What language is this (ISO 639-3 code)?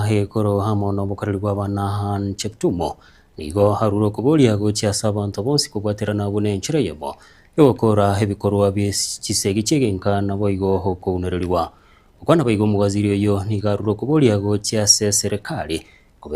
guz